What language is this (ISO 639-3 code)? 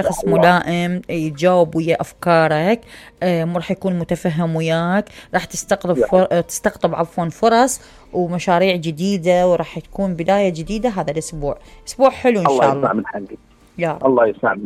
acm